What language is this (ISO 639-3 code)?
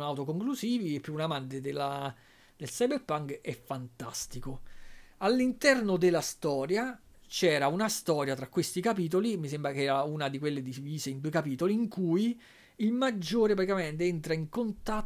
ita